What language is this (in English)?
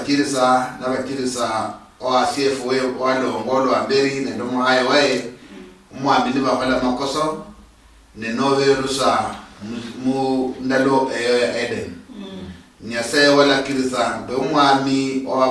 Luyia